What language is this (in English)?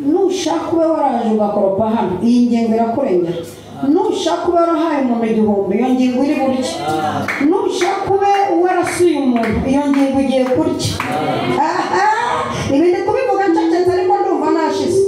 Kinyarwanda